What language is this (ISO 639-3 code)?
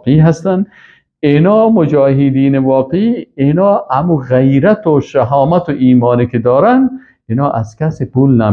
fas